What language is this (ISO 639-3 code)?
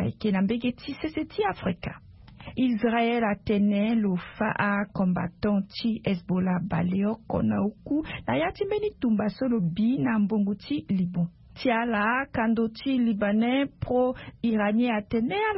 sag